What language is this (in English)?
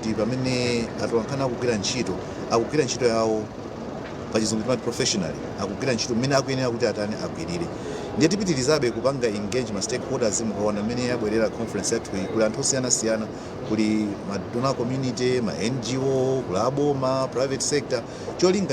Nyanja